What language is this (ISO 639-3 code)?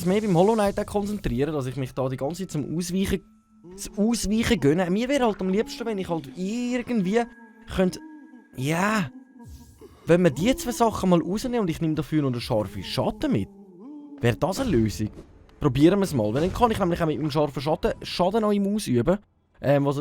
gsw